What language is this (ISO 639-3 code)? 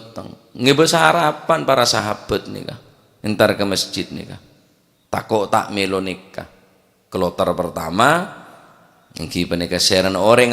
mad